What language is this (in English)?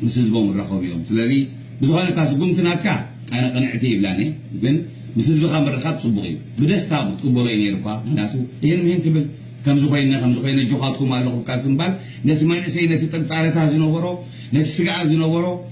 Tigrinya